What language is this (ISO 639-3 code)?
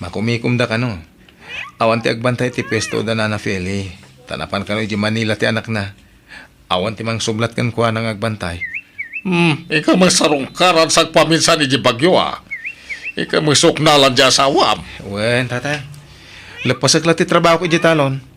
ilo